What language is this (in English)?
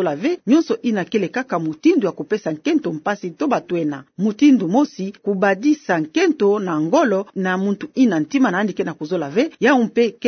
Kituba (Democratic Republic of Congo)